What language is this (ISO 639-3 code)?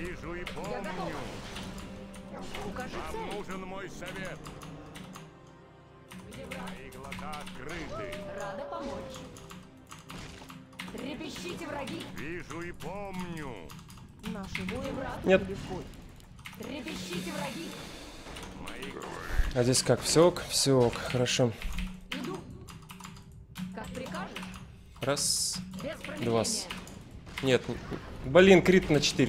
rus